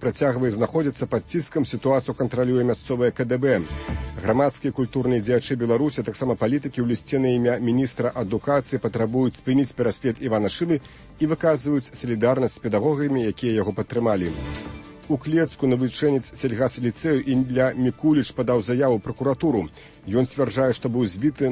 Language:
Belarusian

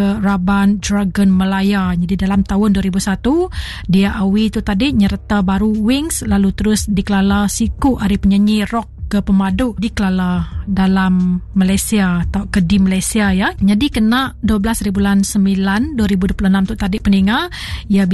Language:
Iban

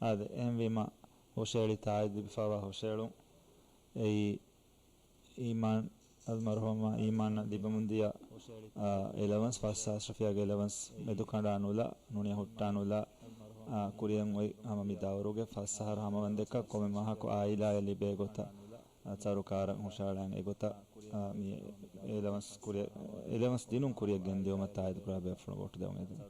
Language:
Divehi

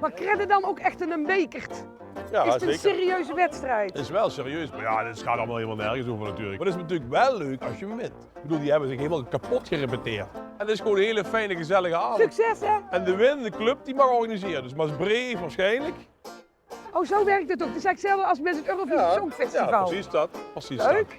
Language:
Limburgish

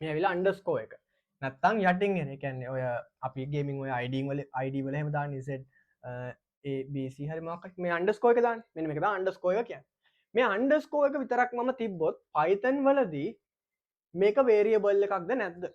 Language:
Sinhala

